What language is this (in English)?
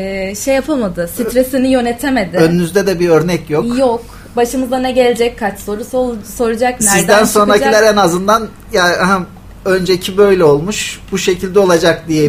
Turkish